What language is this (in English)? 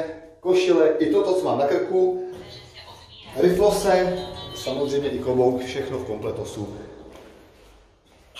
Czech